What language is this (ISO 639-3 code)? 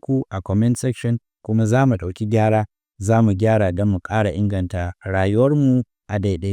hau